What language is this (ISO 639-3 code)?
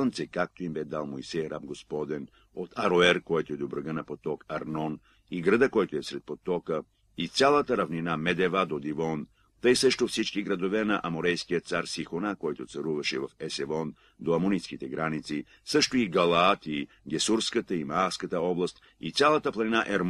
bul